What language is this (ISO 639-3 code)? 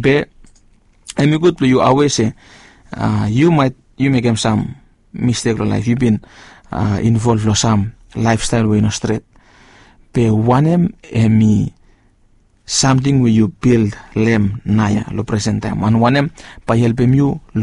bis